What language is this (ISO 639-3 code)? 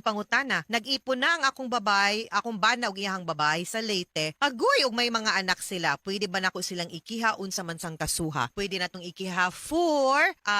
ceb